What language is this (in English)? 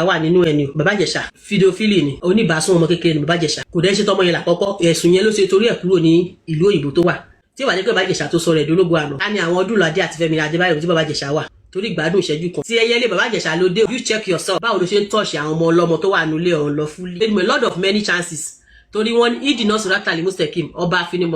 Yoruba